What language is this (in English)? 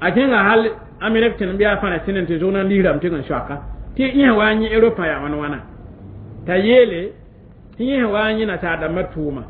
Mossi